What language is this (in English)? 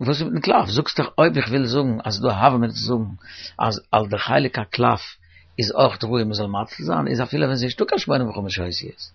Yiddish